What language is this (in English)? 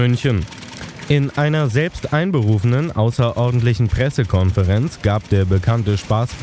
German